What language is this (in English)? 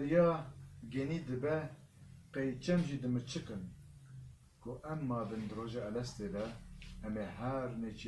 Kurdish